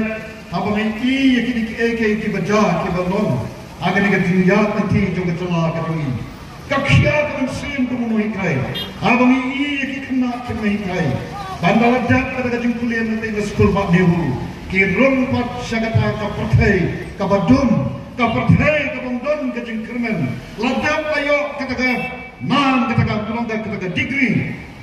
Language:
Khasi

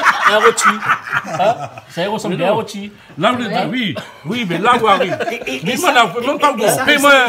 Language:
Réunion Creole French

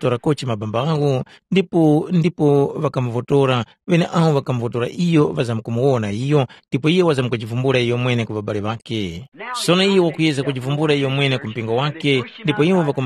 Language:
Tumbuka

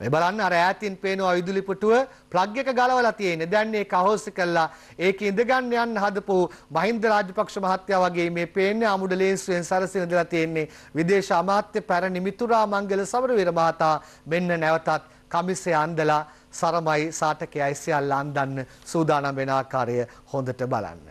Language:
Sinhala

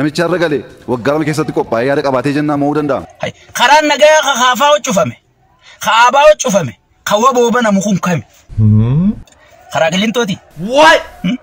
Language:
Oromo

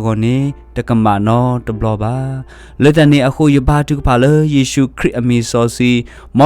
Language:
S'gaw Karen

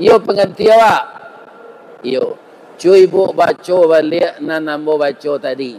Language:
Minangkabau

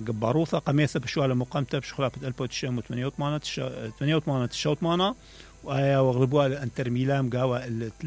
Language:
Mesopotamian Arabic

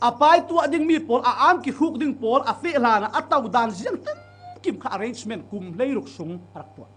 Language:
Falam Chin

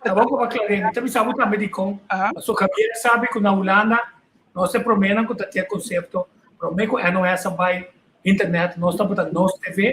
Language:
Papiamento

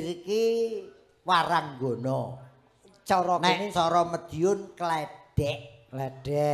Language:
Javanese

